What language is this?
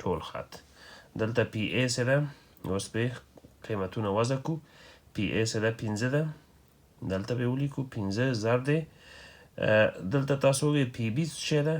Pashto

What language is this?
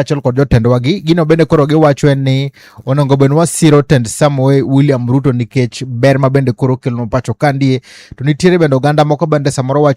Luo (Kenya and Tanzania)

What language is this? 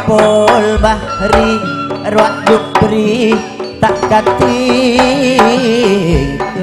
Madurese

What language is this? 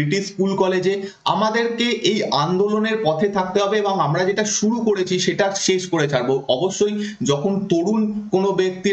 Bangla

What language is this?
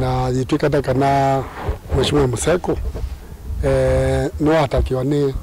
Kamba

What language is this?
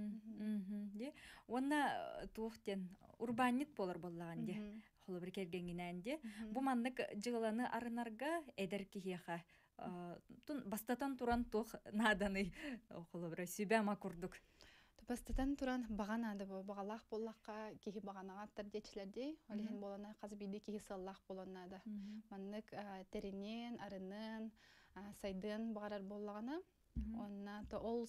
Yakut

